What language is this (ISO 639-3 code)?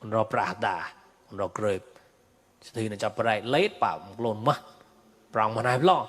mnw